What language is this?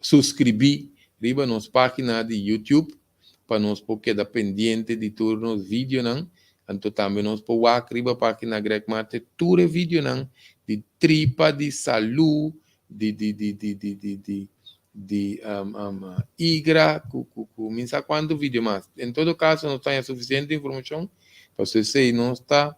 Papiamento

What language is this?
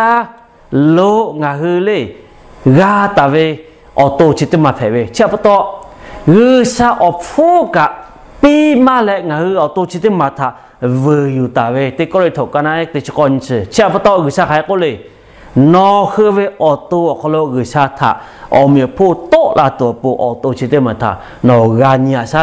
Lahu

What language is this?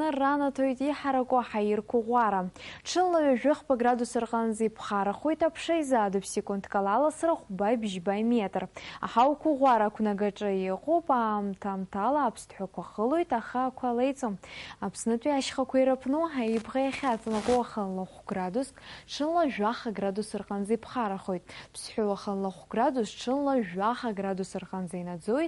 Abkhazian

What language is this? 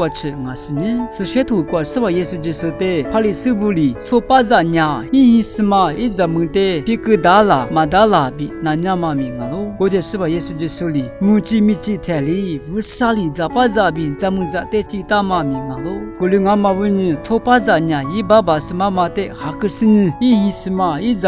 Lisu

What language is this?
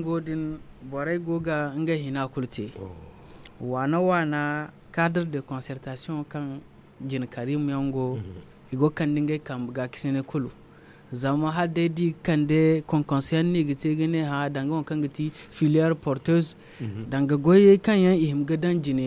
Zarma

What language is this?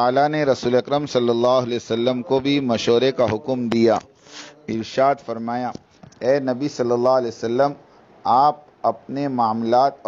Urdu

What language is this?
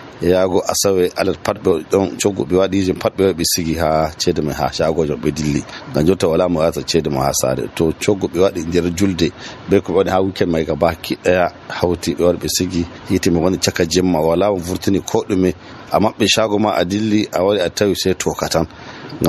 Nigerian Fulfulde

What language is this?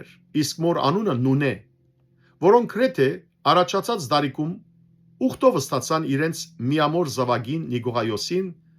Western Armenian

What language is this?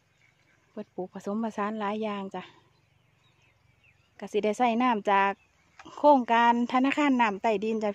Thai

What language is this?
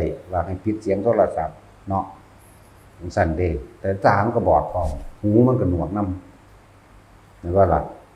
Northeastern Thai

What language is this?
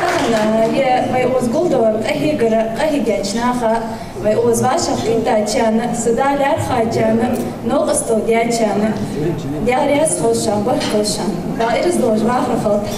Ingush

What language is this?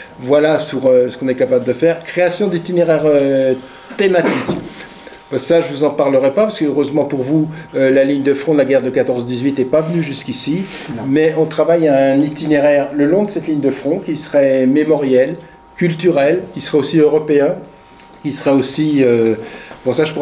French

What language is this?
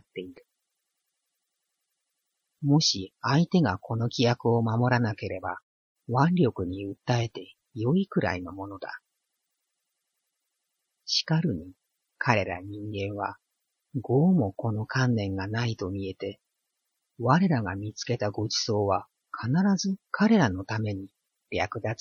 Japanese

